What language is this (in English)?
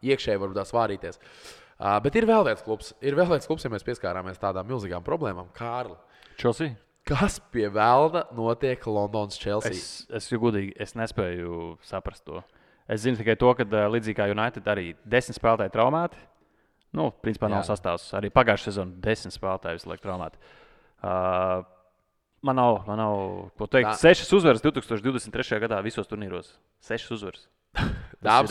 Latvian